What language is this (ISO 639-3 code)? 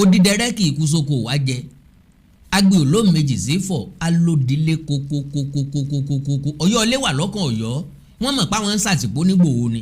yor